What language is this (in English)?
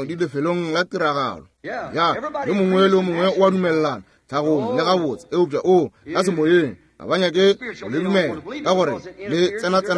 Northern Sotho